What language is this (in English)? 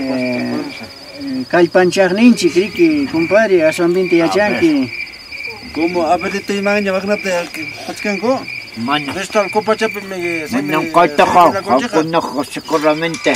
Ayacucho Quechua